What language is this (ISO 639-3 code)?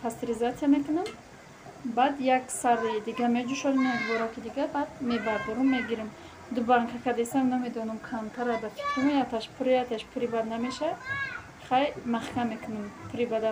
tgk